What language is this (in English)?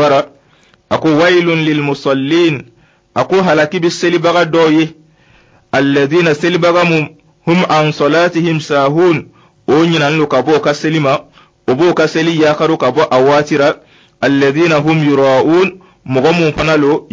Dyula